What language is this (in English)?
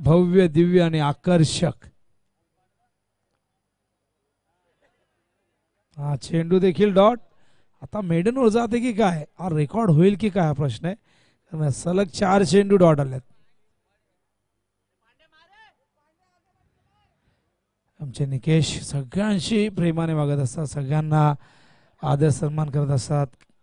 Marathi